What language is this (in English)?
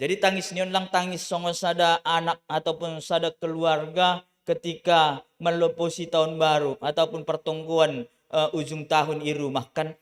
Batak Simalungun